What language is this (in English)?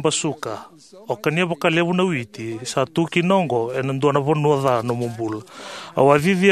Fijian